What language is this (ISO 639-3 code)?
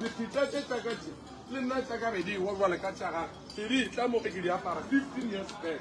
nso